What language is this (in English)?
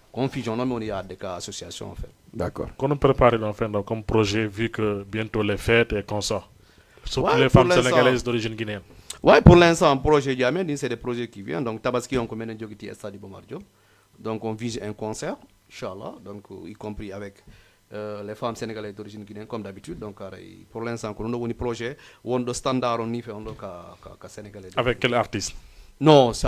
Fula